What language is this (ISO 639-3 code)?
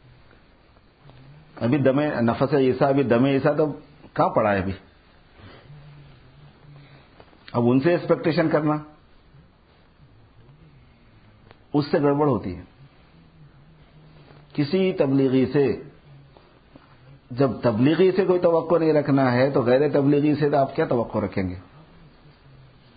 urd